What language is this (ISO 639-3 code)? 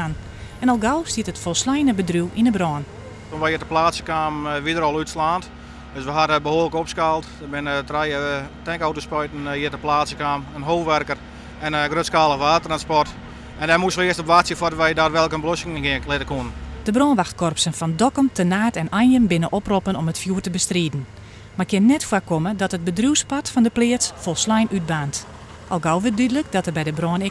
fry